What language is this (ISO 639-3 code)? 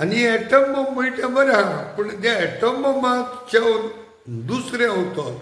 kok